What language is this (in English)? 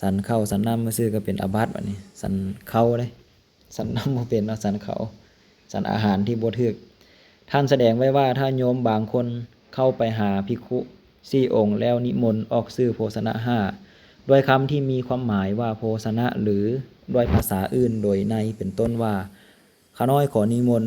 Lao